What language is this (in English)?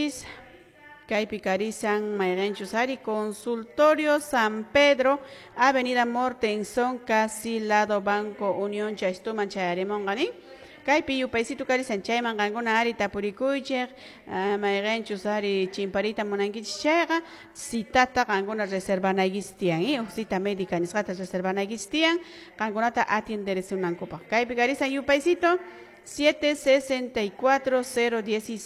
Quechua